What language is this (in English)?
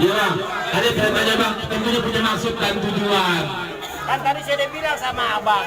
Betawi